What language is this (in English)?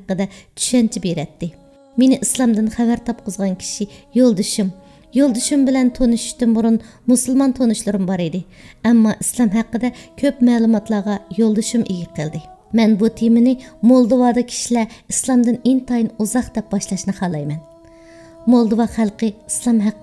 Uyghur